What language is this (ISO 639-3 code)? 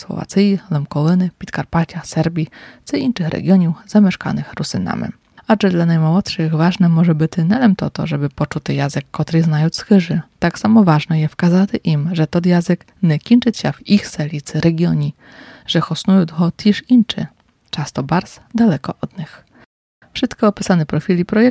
pol